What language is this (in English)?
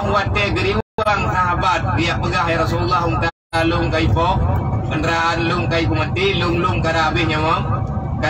Achinese